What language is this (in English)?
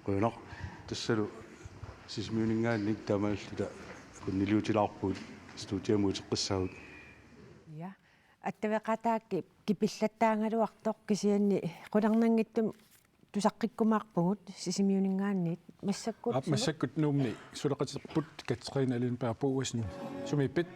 Kalaallisut